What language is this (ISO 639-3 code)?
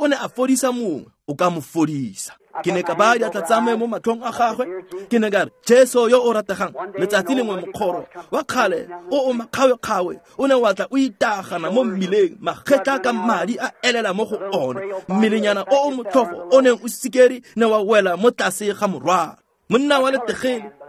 tsn